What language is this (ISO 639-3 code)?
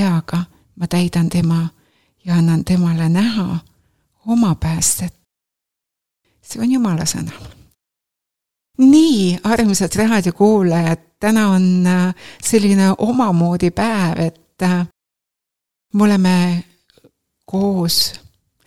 est